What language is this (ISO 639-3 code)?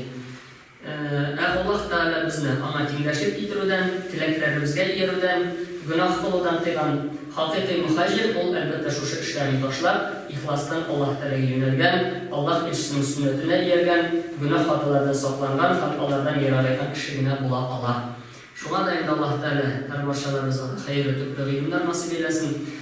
tat